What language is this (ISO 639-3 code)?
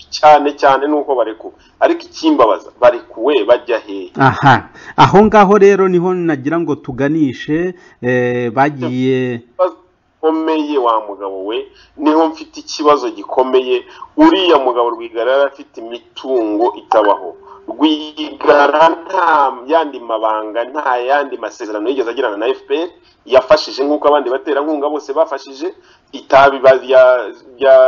kin